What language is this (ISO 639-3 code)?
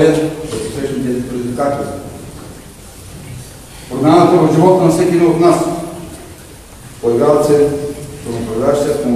bul